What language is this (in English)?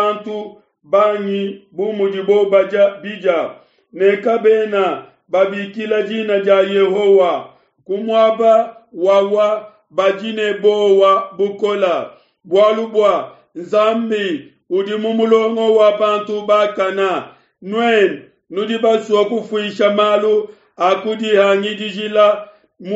Luba-Lulua